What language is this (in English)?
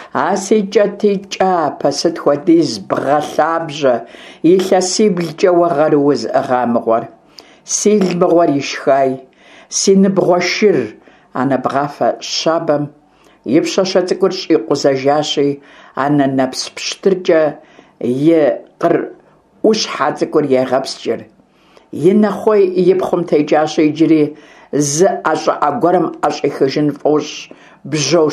Kabardian